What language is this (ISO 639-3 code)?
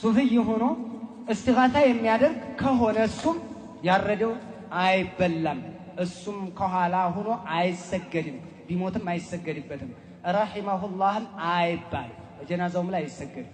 amh